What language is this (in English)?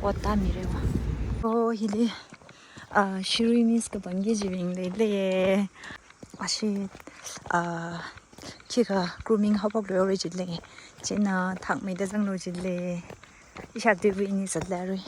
Tangkhul Naga (India)